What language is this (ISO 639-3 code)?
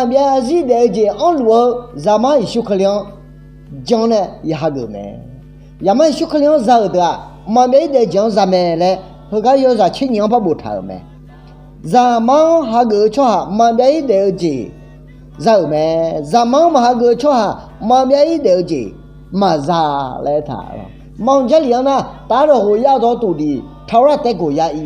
ahk